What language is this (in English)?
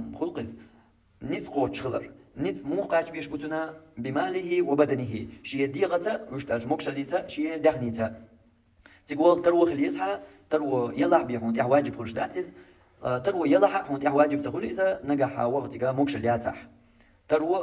Chechen